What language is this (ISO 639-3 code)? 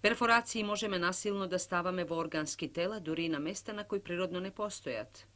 mkd